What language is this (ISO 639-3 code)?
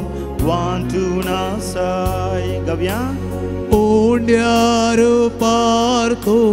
kok